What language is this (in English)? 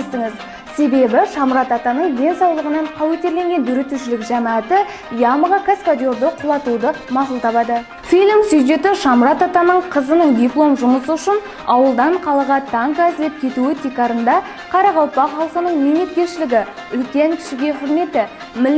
Kara-Kalpak